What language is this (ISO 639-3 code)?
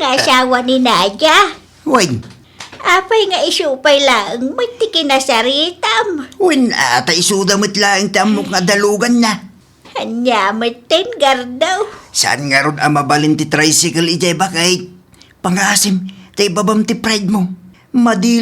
ilo